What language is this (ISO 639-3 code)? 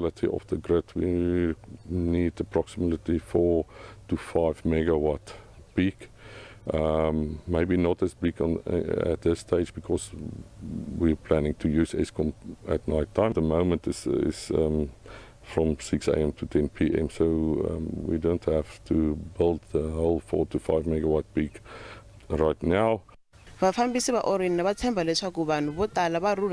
tso